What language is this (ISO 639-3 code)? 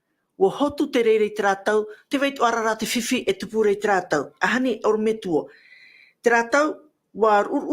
tah